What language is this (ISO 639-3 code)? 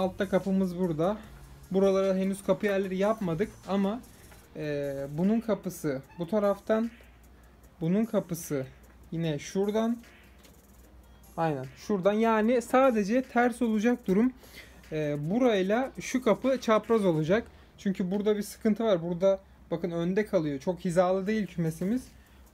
tur